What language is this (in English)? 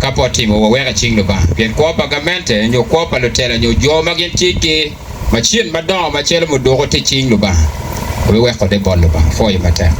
Acoli